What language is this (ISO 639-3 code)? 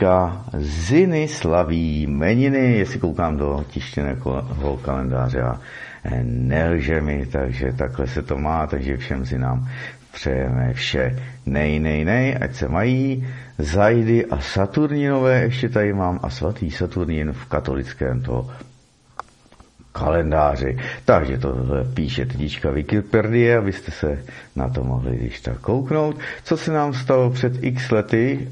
ces